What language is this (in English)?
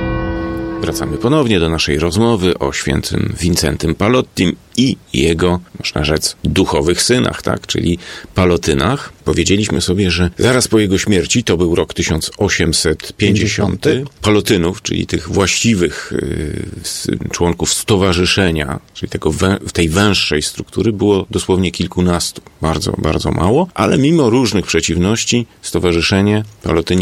Polish